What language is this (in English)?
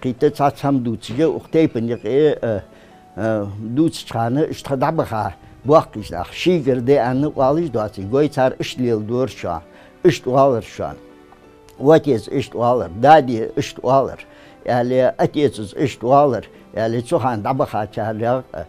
Ingush